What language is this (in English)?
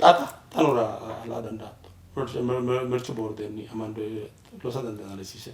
Sidamo